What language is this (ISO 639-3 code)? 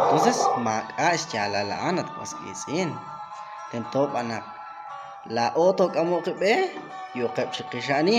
kek